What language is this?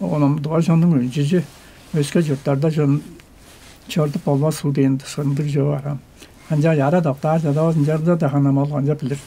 Tuvinian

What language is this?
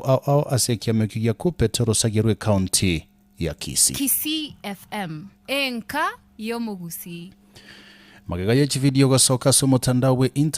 Gusii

